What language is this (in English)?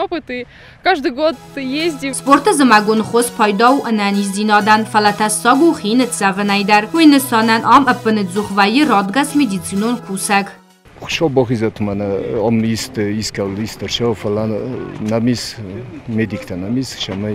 Ossetic